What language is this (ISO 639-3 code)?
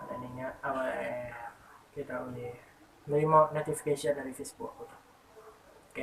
iba